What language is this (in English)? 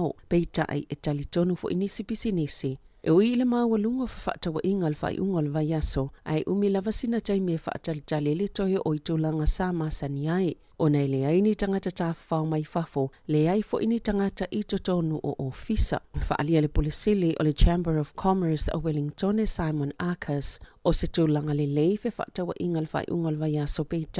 Samoan